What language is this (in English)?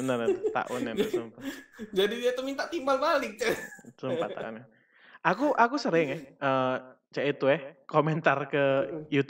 Musi